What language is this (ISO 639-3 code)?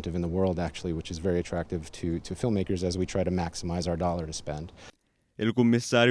mlt